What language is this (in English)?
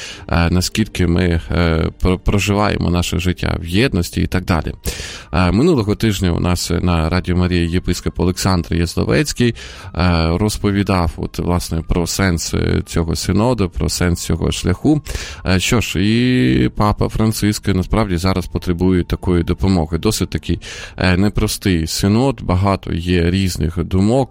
Ukrainian